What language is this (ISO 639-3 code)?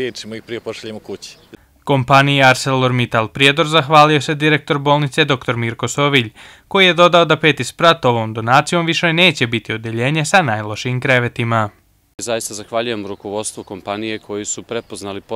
bos